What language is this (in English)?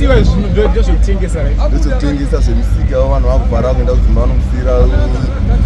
Shona